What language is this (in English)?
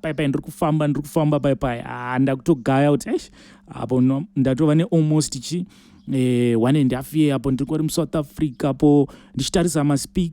Shona